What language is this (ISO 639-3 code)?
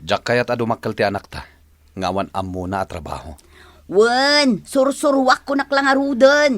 ilo